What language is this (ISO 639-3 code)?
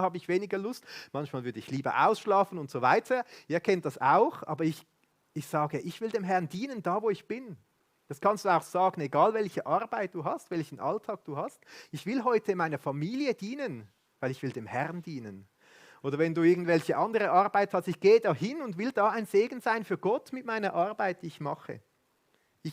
gsw